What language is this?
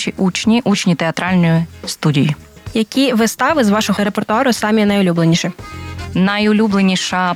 Ukrainian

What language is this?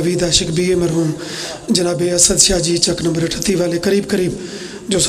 Pahari-Potwari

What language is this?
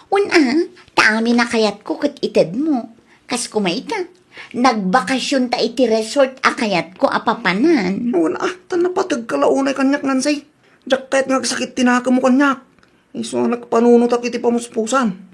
Iloko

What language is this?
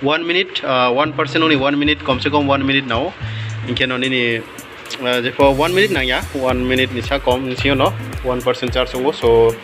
Riang (India)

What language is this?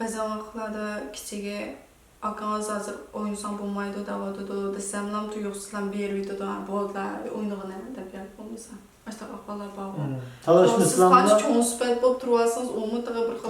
Uyghur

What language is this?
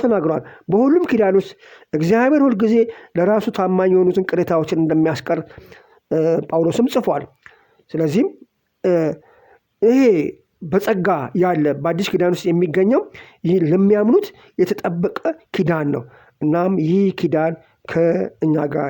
Amharic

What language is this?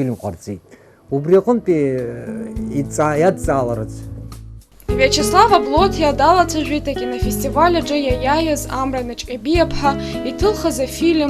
Abkhazian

